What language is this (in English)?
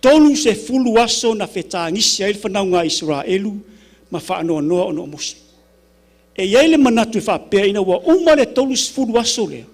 Samoan